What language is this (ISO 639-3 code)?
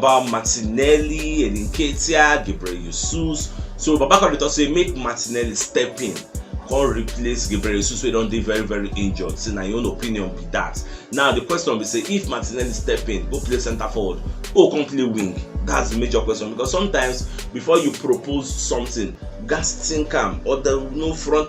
pcm